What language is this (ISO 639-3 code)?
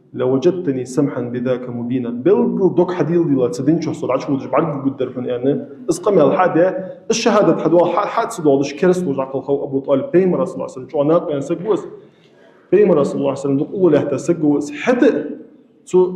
inh